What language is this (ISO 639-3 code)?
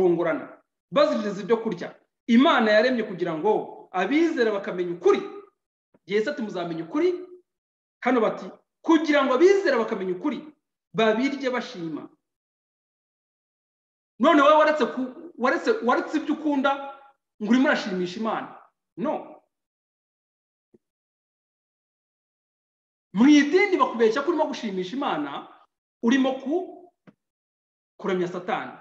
kin